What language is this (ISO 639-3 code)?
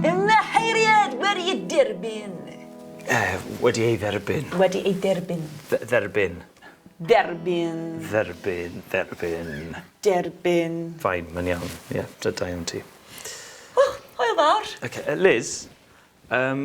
cym